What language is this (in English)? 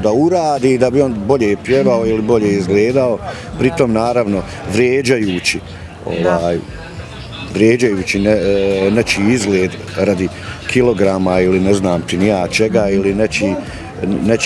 Bosnian